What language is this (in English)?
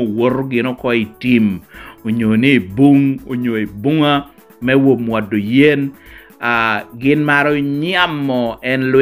Lango (Uganda)